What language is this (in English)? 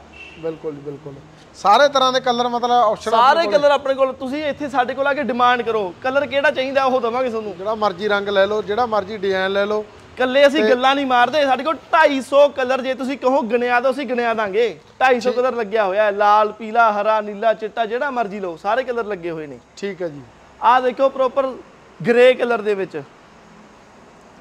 Punjabi